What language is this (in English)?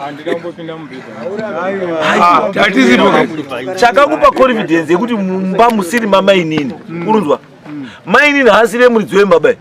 Shona